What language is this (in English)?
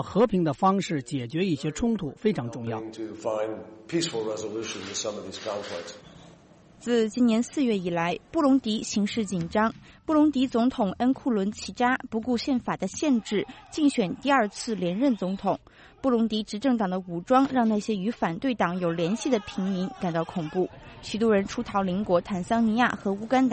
Chinese